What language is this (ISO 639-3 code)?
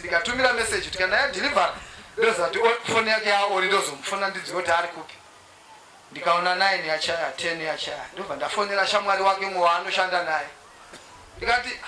sna